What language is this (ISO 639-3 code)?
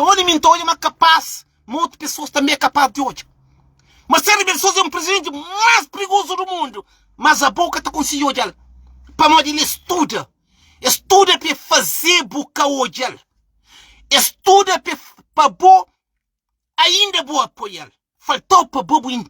kea